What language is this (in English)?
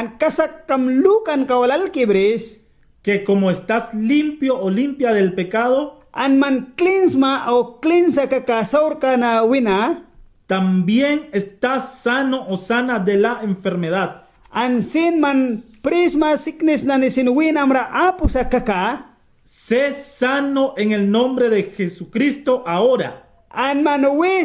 Mískito